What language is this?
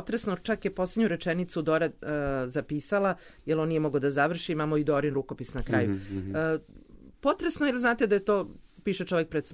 Serbian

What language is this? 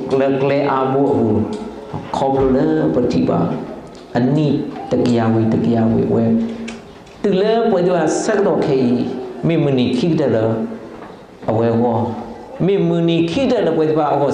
S'gaw Karen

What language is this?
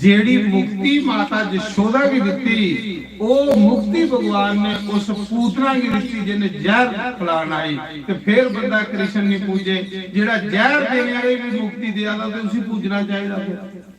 Dogri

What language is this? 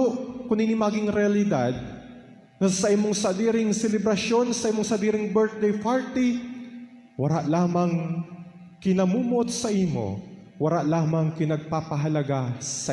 Bikol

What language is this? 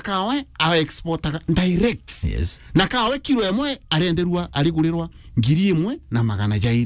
Meru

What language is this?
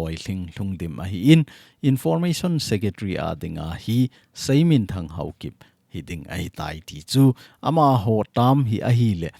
Thado Chin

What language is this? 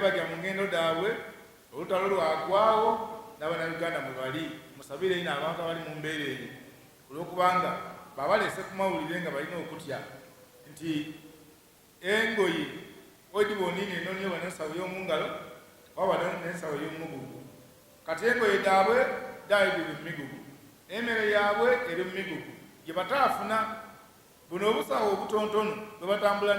Ganda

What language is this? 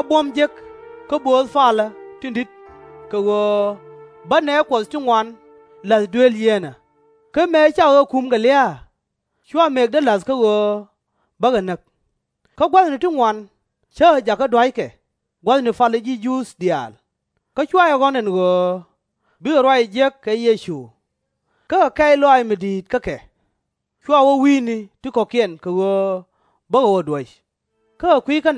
Nuer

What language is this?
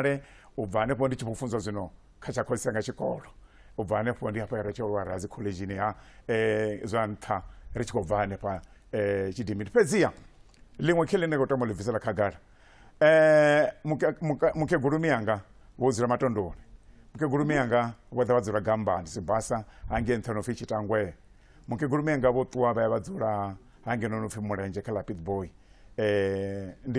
Venda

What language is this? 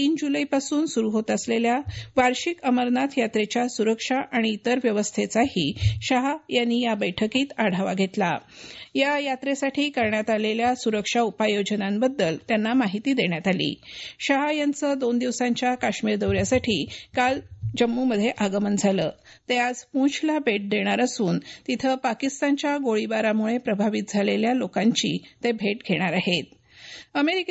Marathi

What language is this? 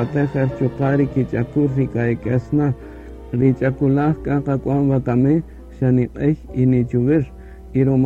Kaqchikel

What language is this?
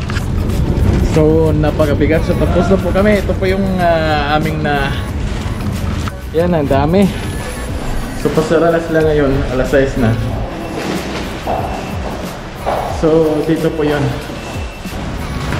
Filipino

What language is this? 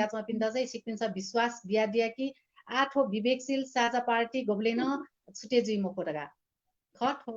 Newari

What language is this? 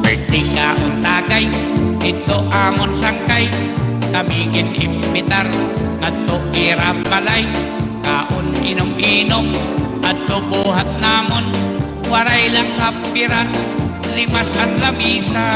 Waray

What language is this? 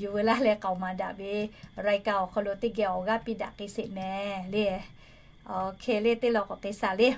Lahu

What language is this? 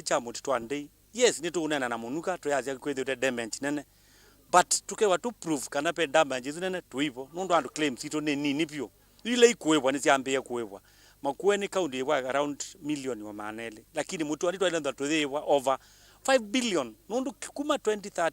Kamba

